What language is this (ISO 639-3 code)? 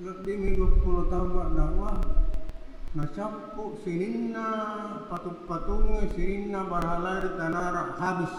bug